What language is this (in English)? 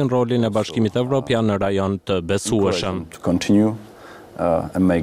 Albanian